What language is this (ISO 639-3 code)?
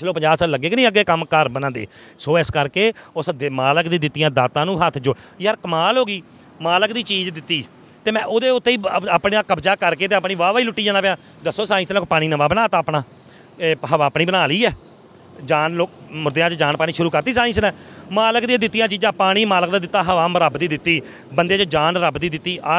pan